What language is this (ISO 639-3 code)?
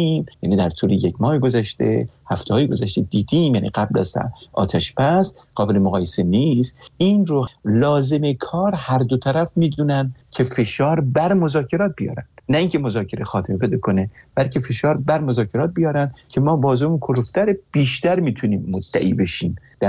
fas